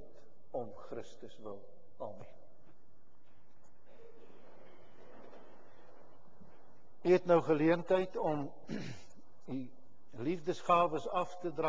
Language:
Afrikaans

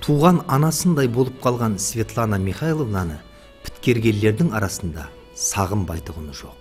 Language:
Kara-Kalpak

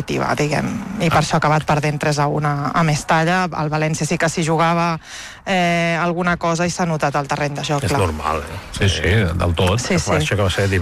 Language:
Catalan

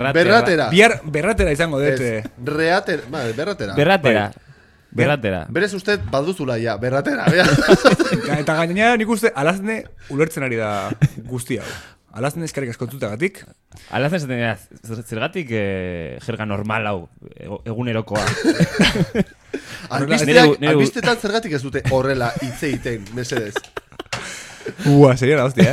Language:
Basque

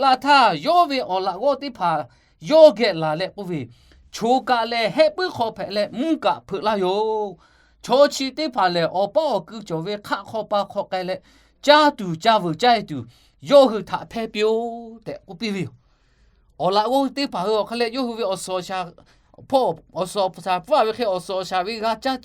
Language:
Lahu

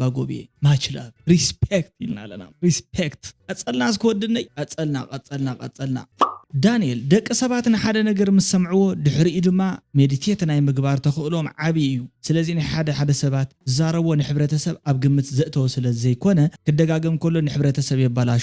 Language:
Tigrinya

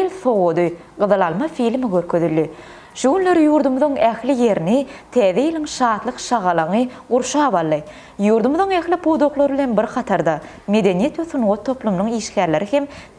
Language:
Turkmen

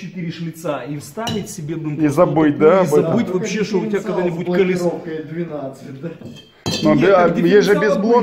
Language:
Russian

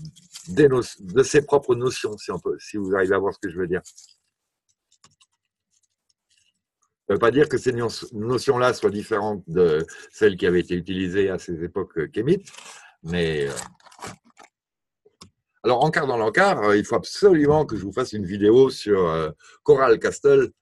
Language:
French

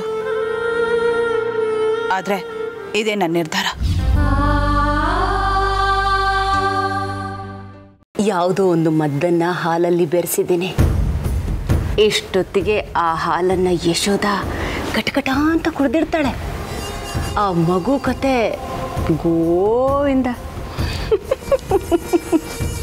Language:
Kannada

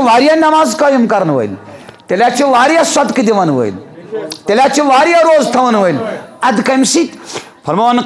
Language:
Kashmiri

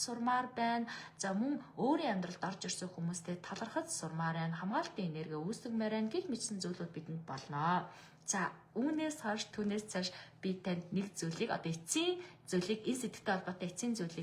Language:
Mongolian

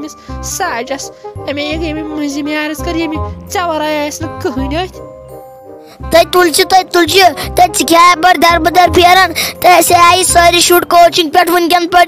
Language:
Kashmiri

